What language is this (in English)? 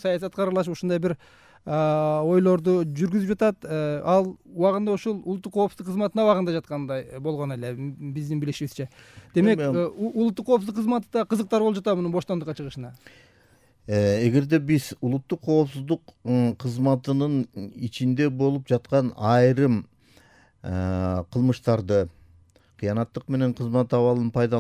Kyrgyz